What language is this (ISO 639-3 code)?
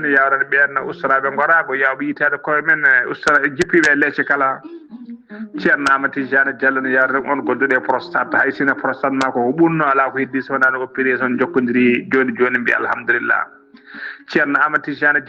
ful